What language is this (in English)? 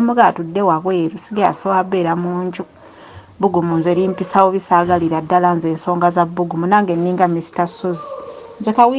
Ganda